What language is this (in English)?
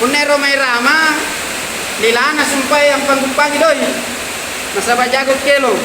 Makasar